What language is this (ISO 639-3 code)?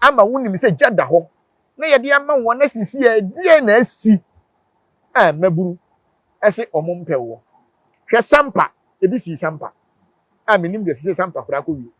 aka